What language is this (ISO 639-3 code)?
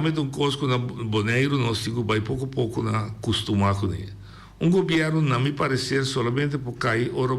pap